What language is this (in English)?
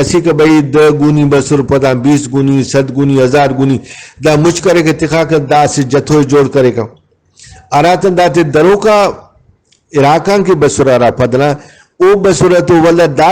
Brahui